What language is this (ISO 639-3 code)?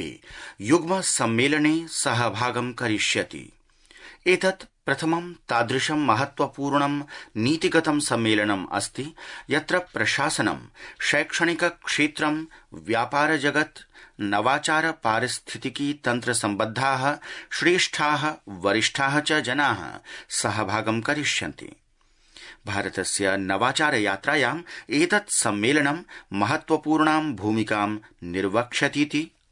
san